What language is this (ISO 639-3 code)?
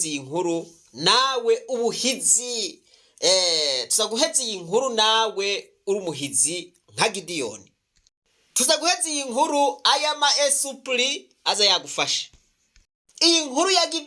run